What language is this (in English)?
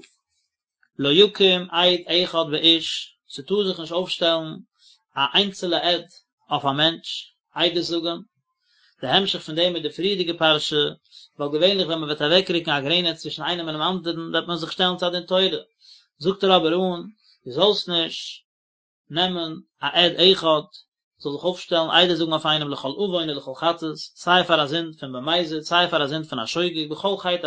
Yiddish